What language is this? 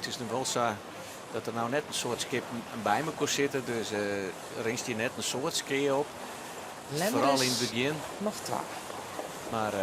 Western Frisian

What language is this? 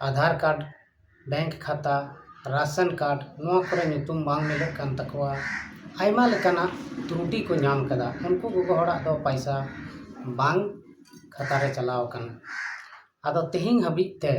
Santali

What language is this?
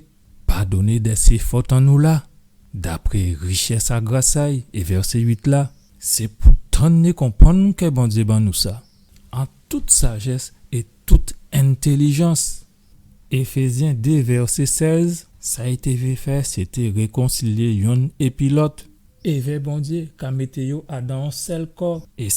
Guadeloupean Creole French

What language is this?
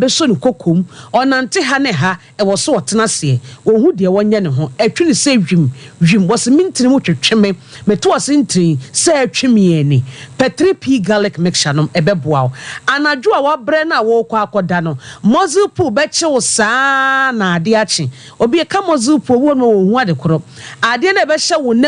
Akan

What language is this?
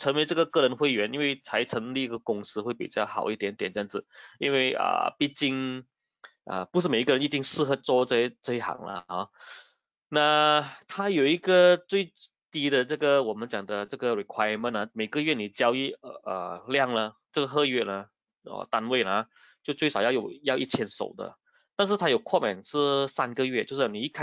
Chinese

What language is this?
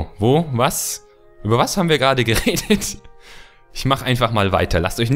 German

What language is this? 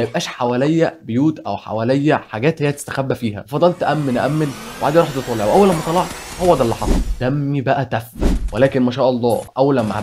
Egyptian Arabic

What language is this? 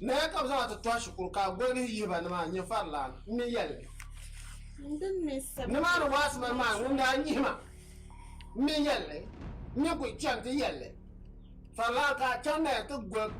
Dagbani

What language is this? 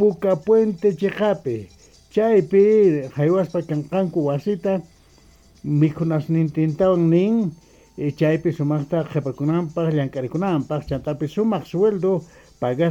Quechua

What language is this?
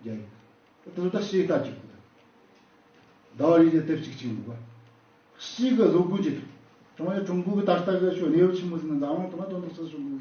Tibetan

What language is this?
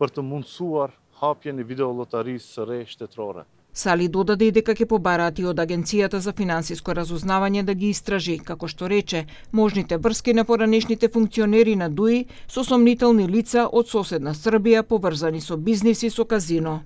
Macedonian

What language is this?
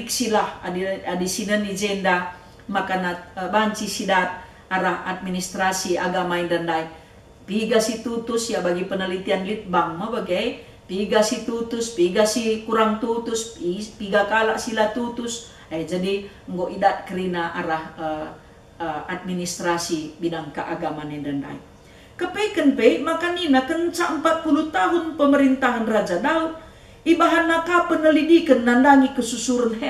Batak Karo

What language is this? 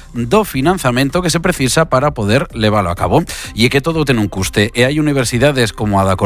Galician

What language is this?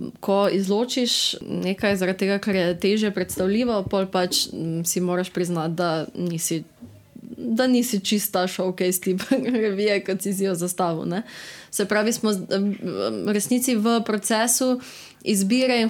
Slovenian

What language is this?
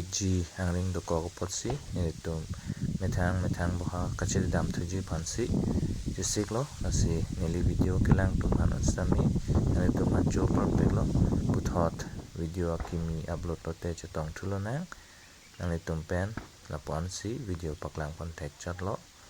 Karbi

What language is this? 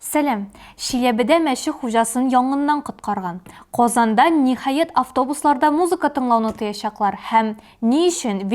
Tatar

